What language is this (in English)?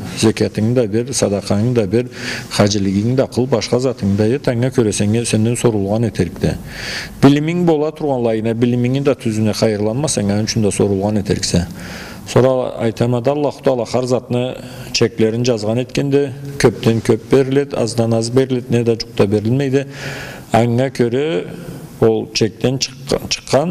Karachay-Balkar